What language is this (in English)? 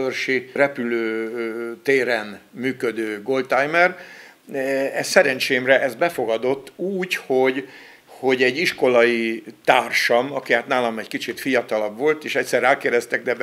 Hungarian